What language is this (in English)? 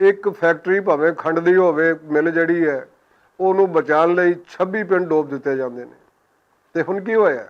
Western Panjabi